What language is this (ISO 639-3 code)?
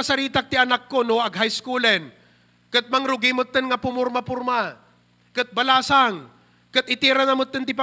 ilo